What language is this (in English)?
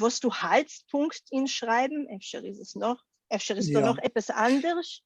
Yiddish